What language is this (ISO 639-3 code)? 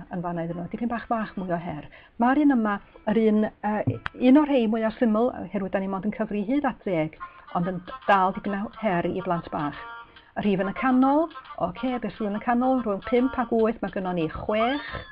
cym